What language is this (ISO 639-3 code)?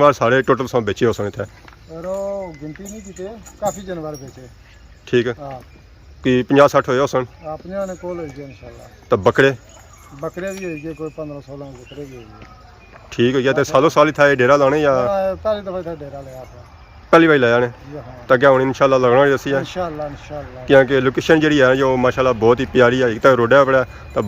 phr